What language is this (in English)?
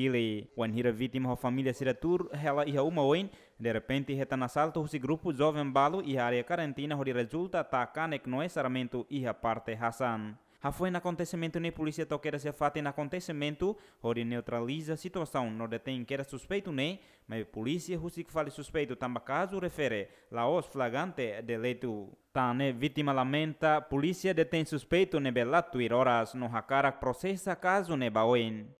Tetum